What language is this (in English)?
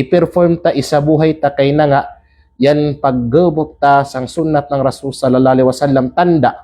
Kalagan